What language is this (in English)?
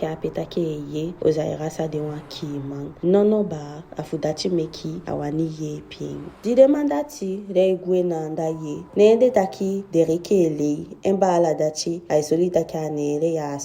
Eastern Maroon Creole